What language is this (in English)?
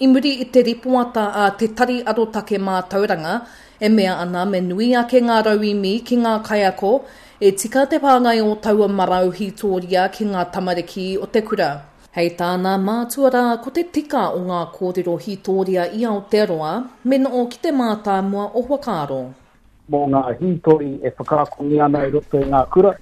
Māori